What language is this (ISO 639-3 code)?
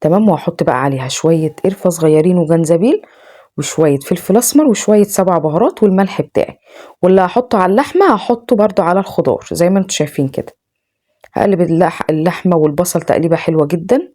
arz